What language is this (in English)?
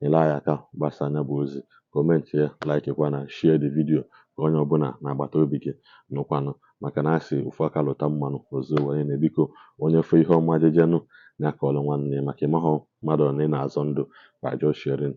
Igbo